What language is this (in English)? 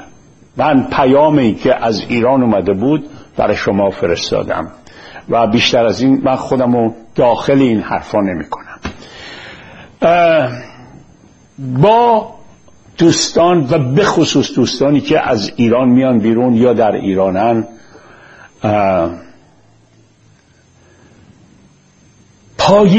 Persian